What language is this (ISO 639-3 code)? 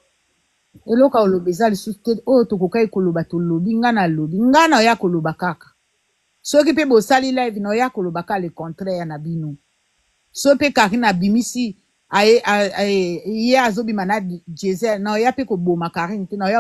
lin